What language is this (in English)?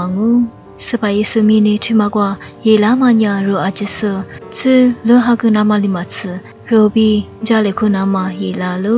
Lisu